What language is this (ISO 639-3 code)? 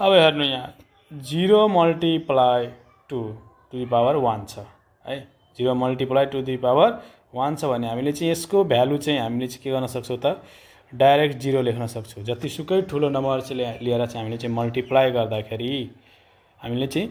nep